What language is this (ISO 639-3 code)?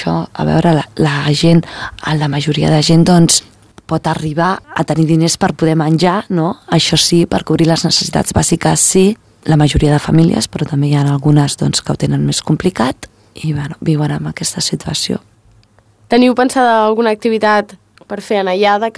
cat